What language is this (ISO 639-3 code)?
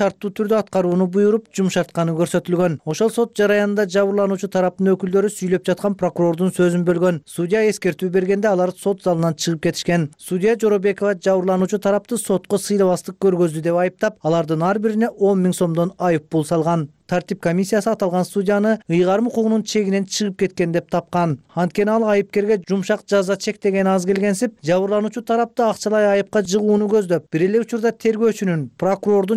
kir